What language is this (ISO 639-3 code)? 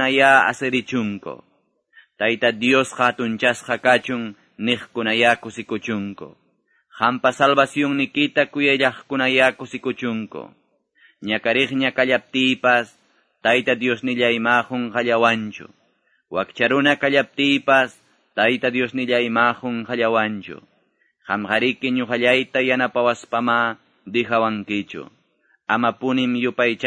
que